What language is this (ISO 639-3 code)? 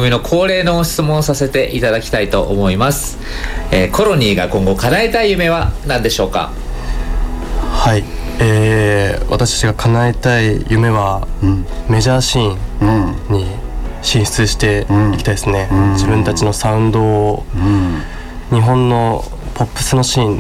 jpn